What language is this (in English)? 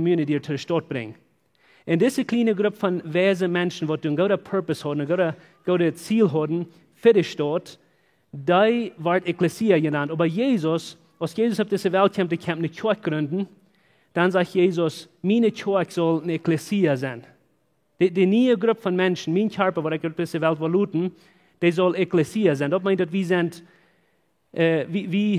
Plautdietsch